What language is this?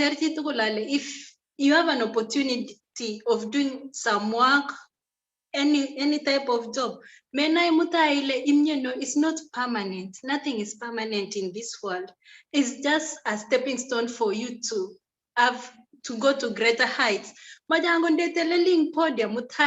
Kalenjin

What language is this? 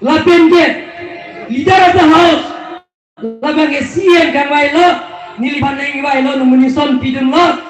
Karbi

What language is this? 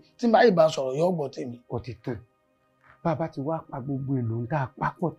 Yoruba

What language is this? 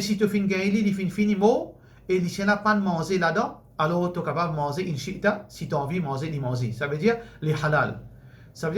Morisyen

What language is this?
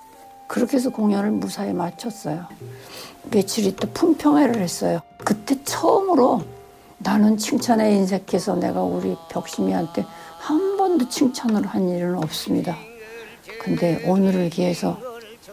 Korean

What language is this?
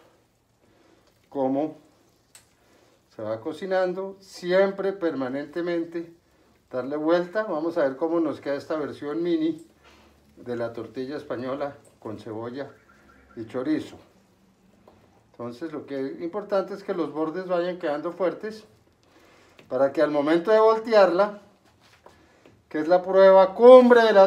Spanish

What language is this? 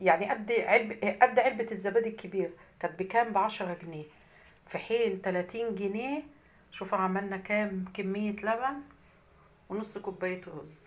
Egyptian Arabic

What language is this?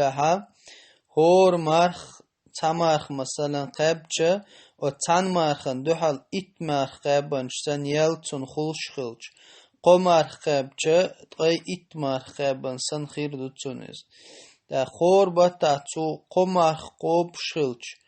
Chechen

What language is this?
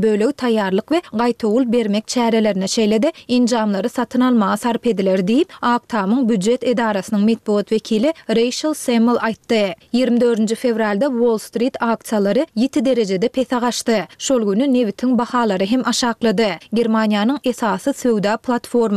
Turkmen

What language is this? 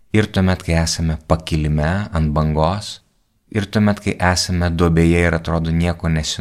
Lithuanian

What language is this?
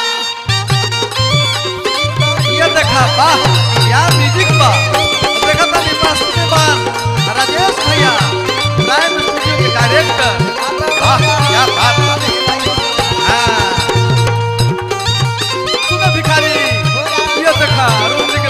Bhojpuri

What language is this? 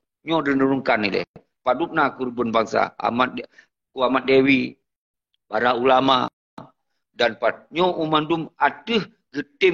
Achinese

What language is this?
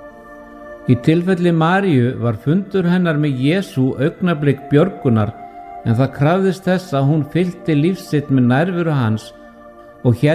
Icelandic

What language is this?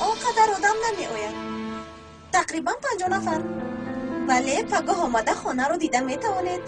Tajik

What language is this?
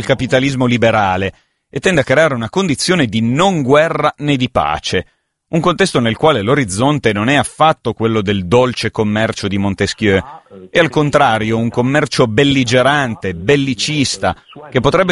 Italian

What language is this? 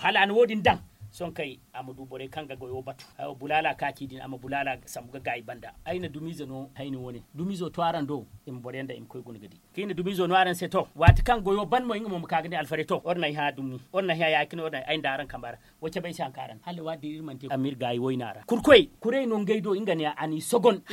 Zarma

